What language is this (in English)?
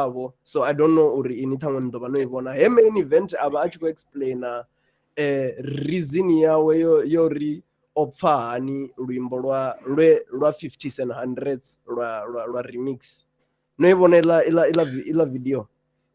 Venda